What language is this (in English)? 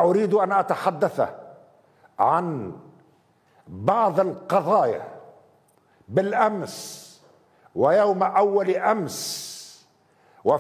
Arabic